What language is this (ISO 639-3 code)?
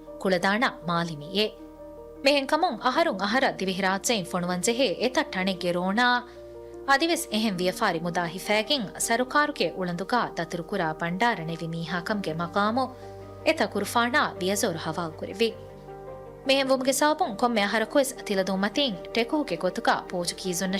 div